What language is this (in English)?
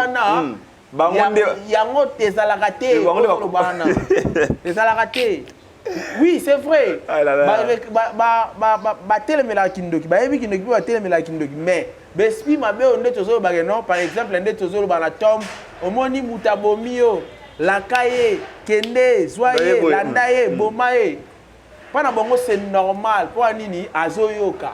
Lingala